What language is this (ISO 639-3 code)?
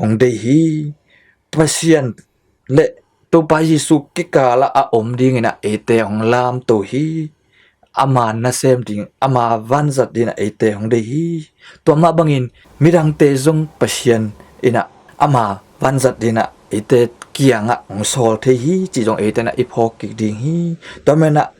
ctd